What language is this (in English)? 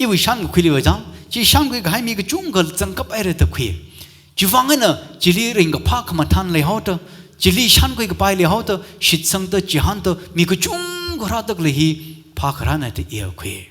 Tangkhul Naga (India)